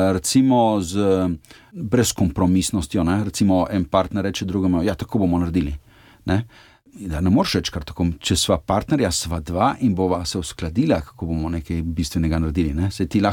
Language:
Slovenian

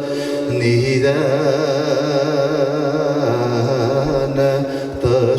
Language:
Bashkir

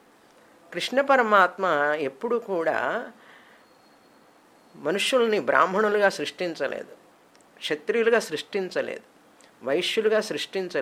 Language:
Telugu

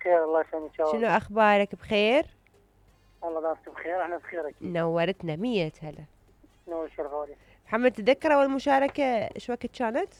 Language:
Mesopotamian Arabic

